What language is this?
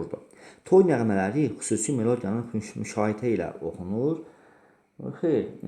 Azerbaijani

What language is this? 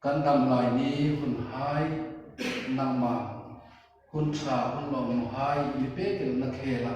Hmar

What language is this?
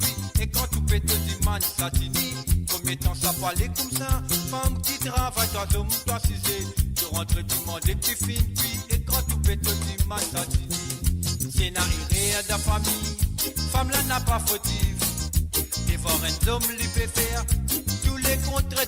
Morisyen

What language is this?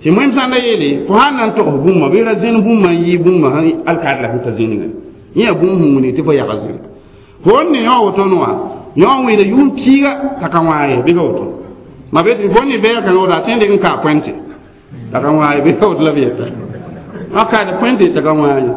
Mossi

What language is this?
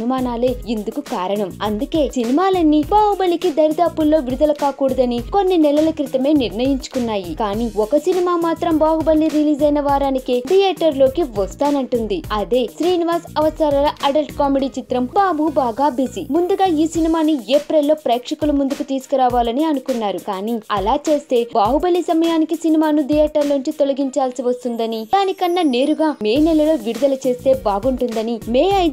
Telugu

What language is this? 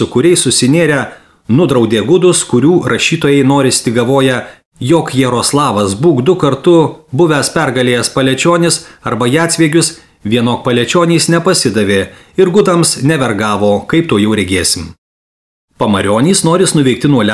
Lithuanian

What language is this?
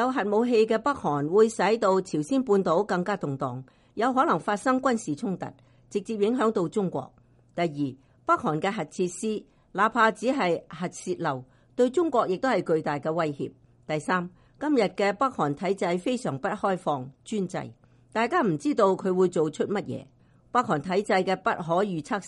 Cantonese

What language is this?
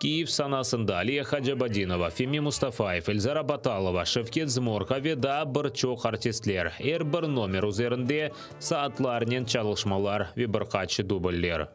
Crimean Tatar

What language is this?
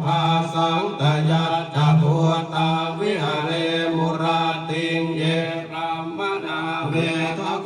Pali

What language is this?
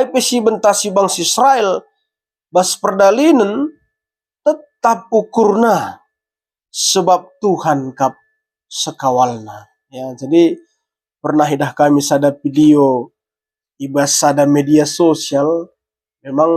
Batak Karo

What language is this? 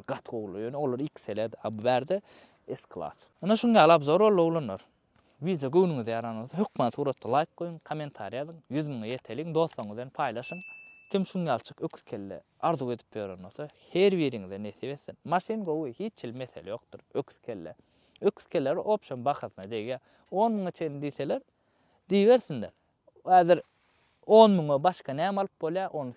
Turkmen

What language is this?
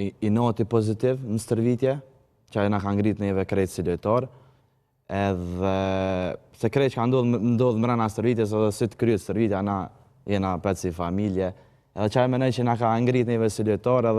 Albanian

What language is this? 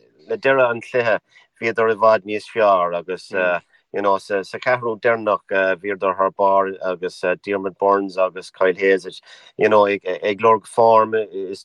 Irish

